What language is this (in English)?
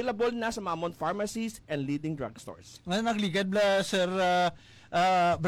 Hiligaynon